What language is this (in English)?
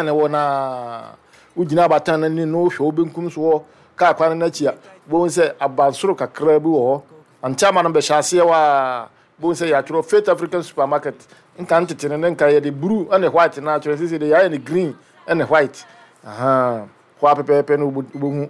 Akan